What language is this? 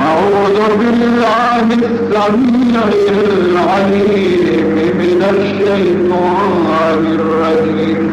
Baluchi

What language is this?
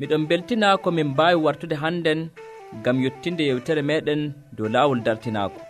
Nigerian Fulfulde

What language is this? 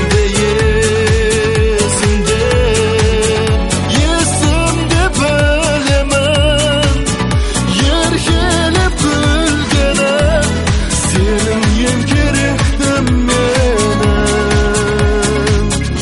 Kazakh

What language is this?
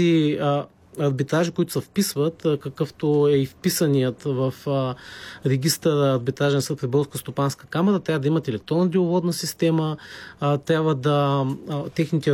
Bulgarian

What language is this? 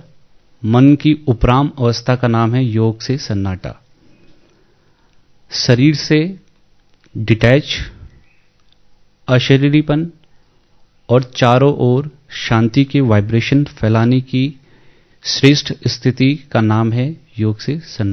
Hindi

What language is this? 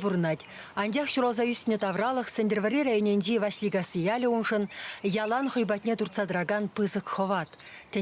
Chuvash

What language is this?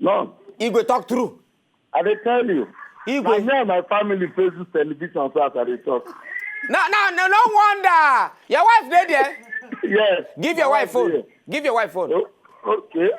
Nigerian Pidgin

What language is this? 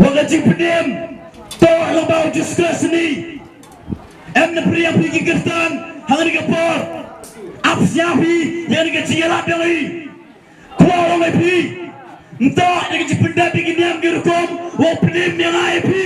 Khasi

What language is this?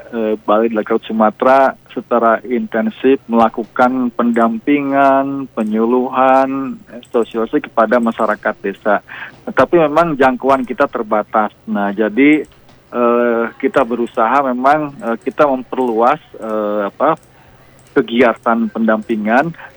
Indonesian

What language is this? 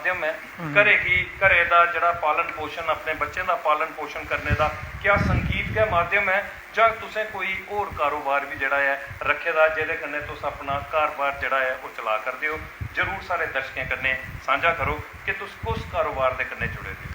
Dogri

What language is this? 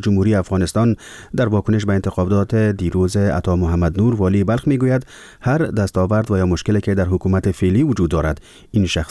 Persian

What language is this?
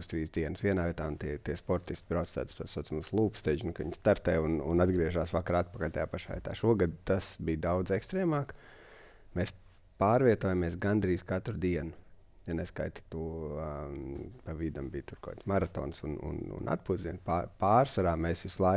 Latvian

